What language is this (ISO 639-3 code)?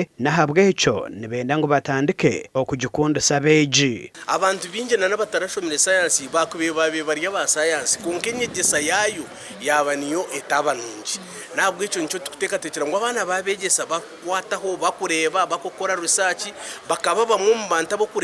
nyn